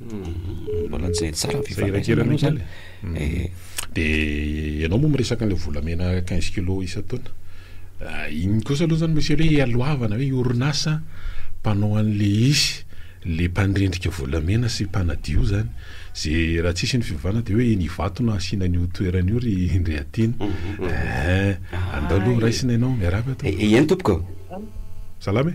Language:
Malagasy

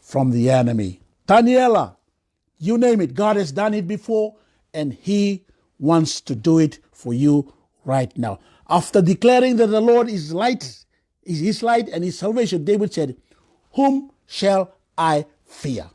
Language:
Fijian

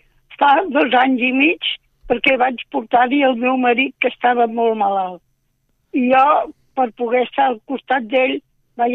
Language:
Catalan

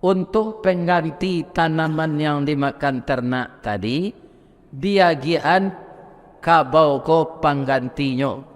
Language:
Minangkabau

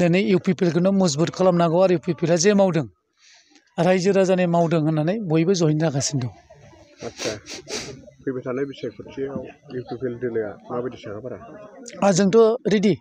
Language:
Bodo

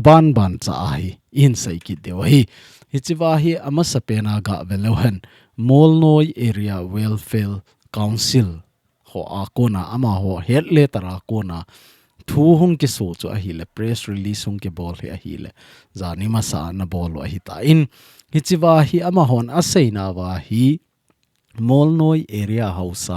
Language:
Thado Chin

